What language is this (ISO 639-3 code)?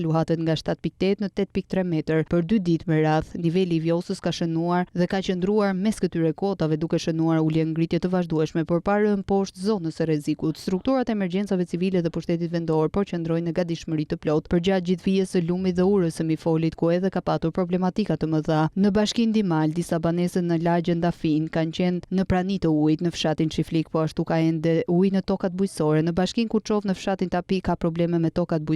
sqi